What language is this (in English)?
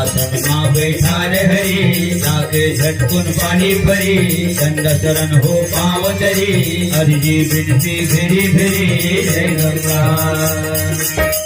Chhattisgarhi